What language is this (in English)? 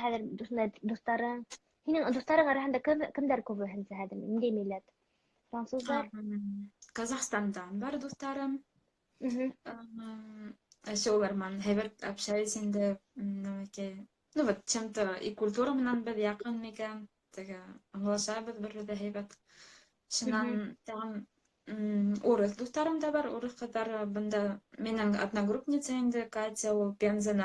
Bashkir